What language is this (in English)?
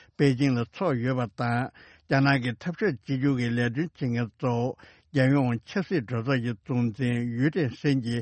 Tibetan